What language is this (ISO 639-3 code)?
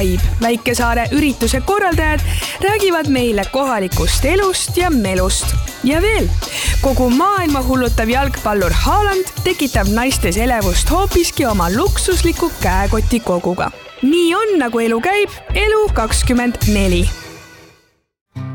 est